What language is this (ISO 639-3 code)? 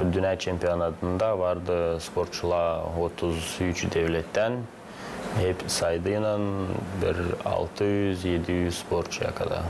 gag